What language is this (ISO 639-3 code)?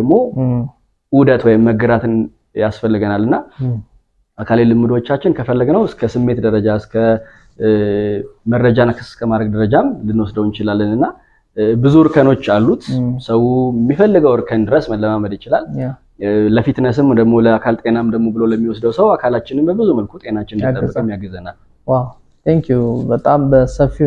amh